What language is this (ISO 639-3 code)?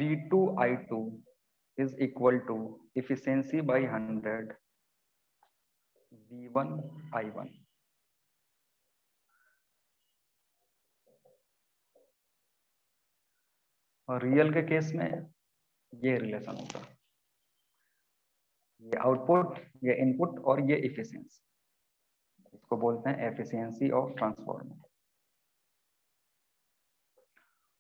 hin